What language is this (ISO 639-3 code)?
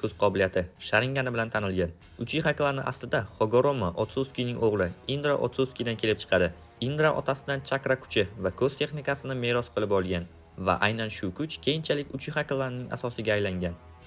uzb